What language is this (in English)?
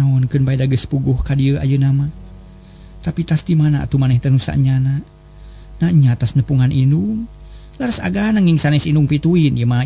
Sundanese